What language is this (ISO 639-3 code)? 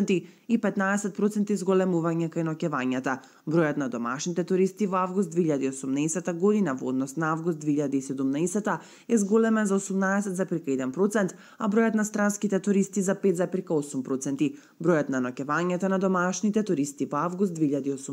mkd